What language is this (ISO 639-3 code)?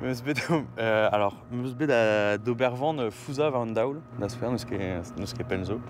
bre